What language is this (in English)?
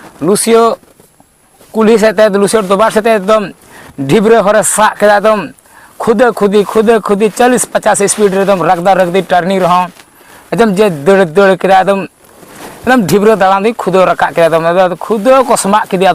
Santali